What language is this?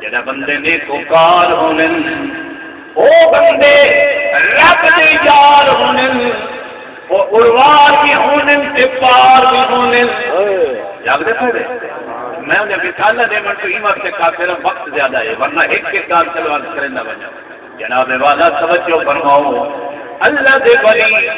Saraiki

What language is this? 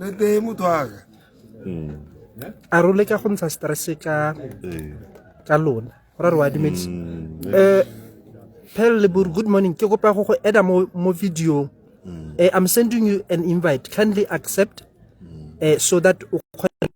Tswana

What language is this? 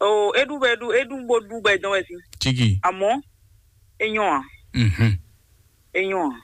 Fon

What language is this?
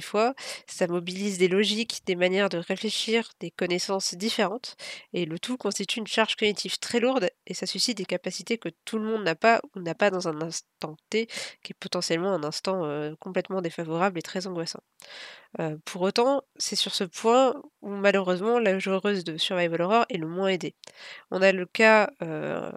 French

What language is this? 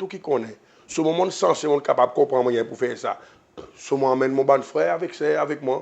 Seselwa Creole French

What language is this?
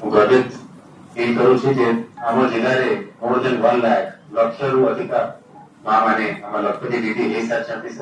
Odia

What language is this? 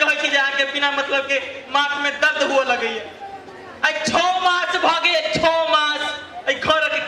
Maithili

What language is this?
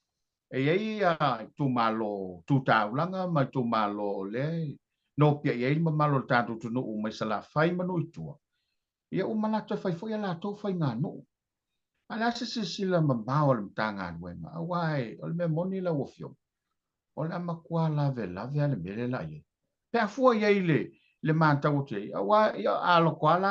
Samoan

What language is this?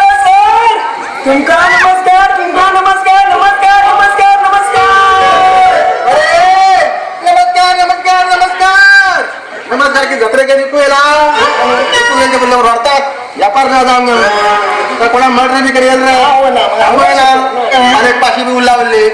Konkani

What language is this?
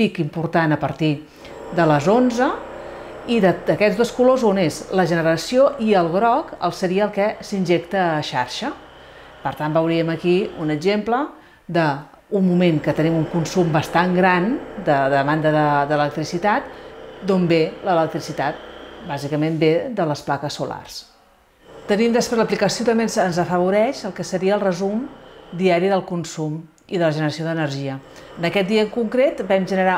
Catalan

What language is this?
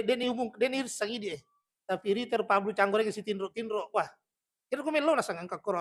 Buginese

